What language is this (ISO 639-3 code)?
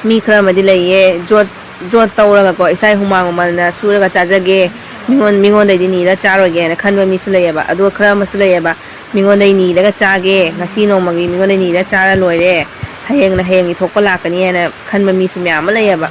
mni